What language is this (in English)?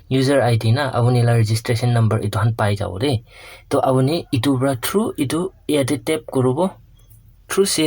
Naga Pidgin